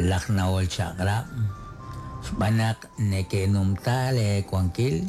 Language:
Kekchí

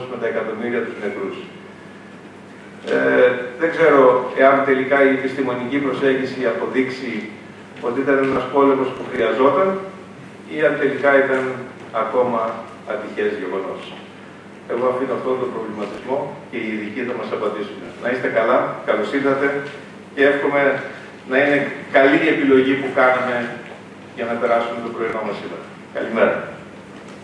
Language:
Greek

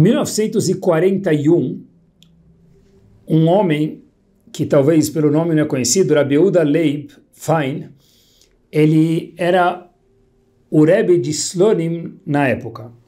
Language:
Portuguese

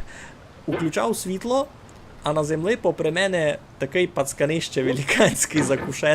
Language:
Rusyn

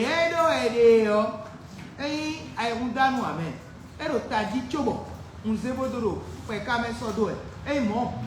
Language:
Fon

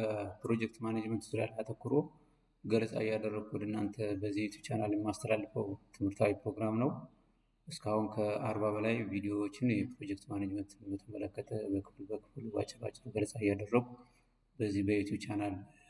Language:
Amharic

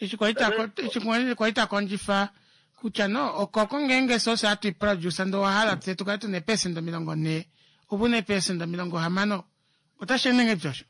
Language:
Kuanyama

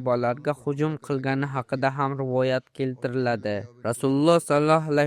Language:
Uzbek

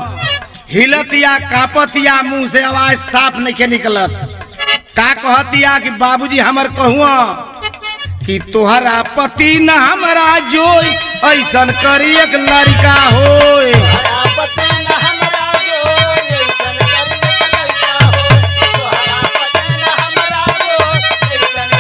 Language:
Bhojpuri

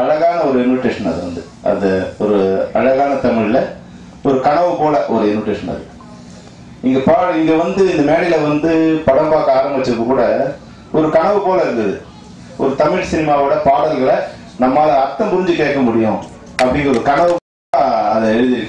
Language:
Tamil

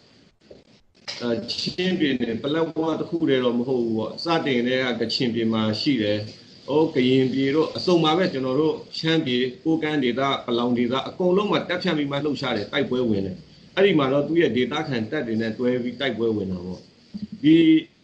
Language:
Burmese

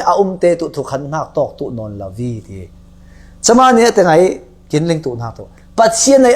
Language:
Falam Chin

